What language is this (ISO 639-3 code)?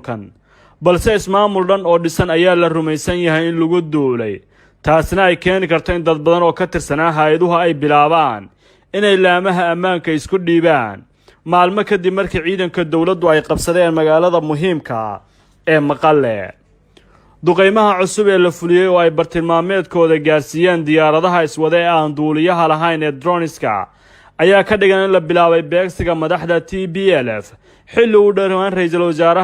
som